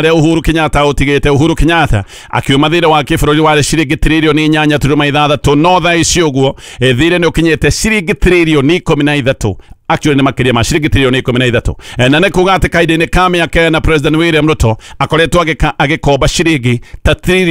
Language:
Kikuyu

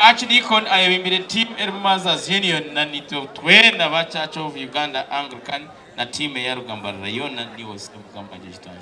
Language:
Nyankole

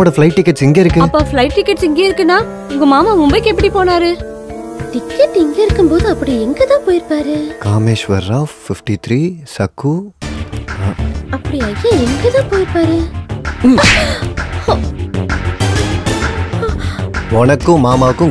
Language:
Tamil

